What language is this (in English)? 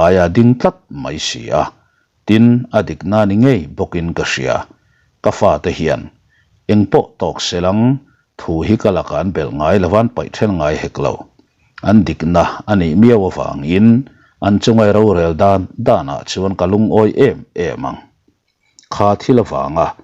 Mizo